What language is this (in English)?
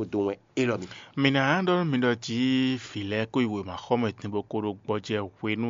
Fon